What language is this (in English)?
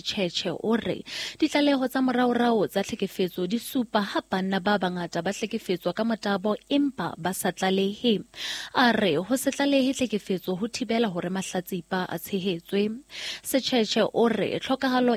Southern Sotho